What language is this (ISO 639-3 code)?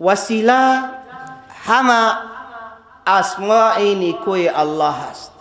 fas